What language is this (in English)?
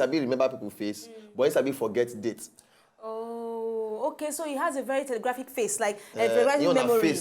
Nigerian Pidgin